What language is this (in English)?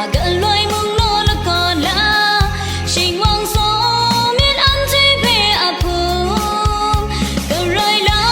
Kachin